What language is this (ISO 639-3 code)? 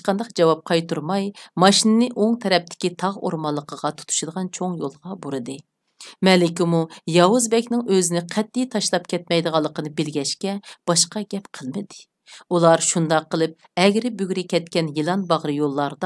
uig